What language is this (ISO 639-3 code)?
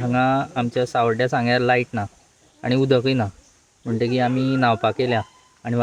kok